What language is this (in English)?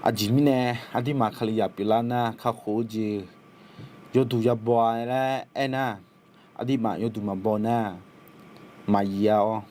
Akha